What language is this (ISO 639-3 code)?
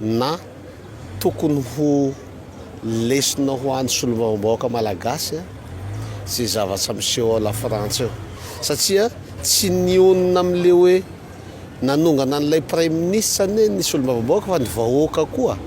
mlg